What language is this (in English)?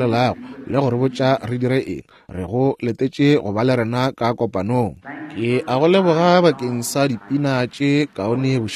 Northern Sotho